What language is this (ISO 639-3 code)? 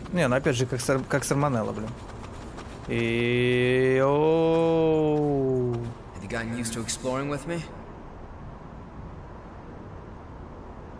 rus